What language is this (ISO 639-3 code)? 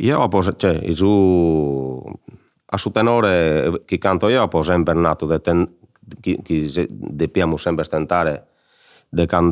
srd